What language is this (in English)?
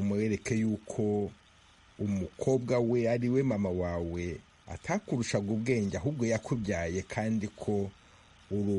Kinyarwanda